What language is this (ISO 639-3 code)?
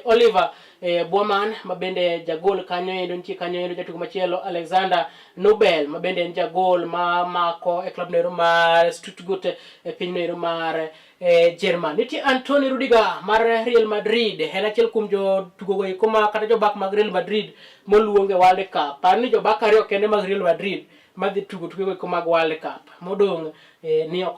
luo